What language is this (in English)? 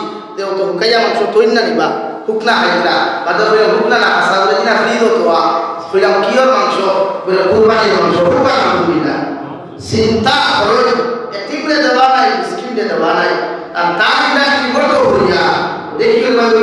Sylheti